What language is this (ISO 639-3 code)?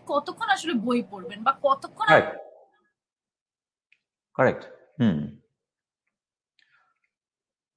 ben